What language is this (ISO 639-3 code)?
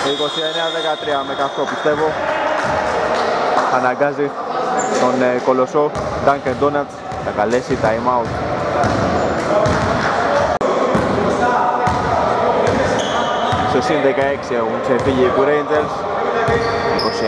ell